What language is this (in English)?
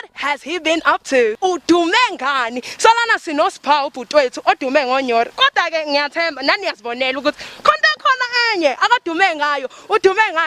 Zulu